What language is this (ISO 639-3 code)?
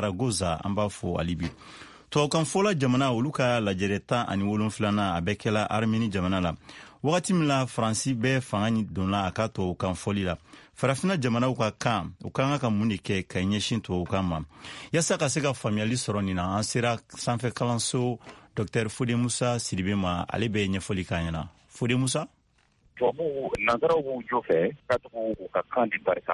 bam